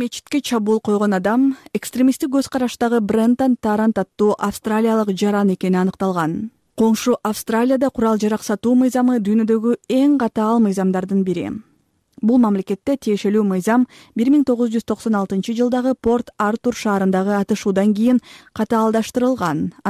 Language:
Kyrgyz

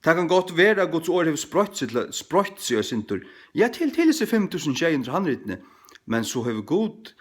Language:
Faroese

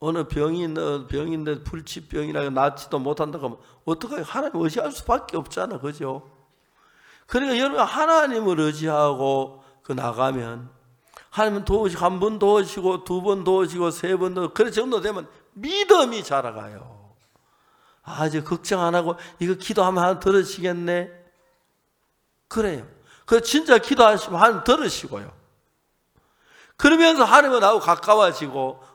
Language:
Korean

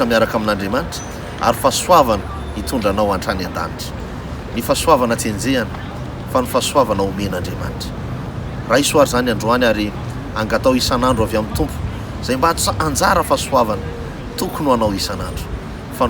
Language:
Malagasy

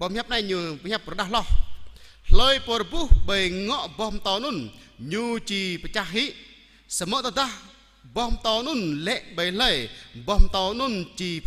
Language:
Jarai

